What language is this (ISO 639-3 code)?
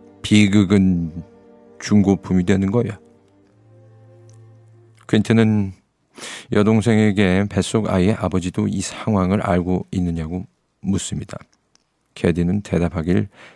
kor